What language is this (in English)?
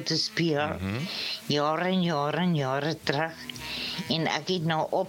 Afrikaans